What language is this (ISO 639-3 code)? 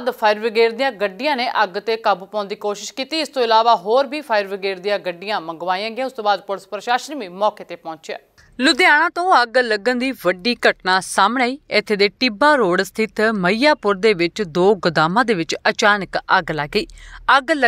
pan